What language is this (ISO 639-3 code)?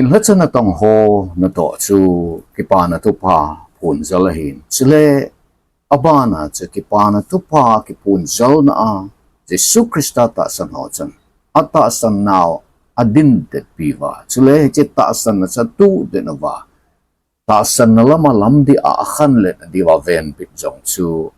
tcz